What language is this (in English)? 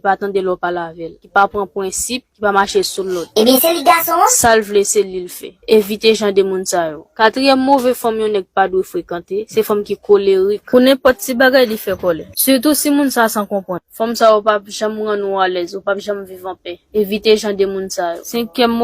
Haitian Creole